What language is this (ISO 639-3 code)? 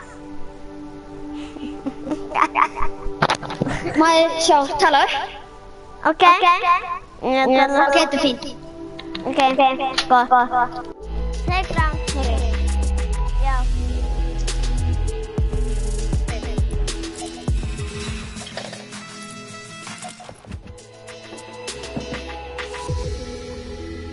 isl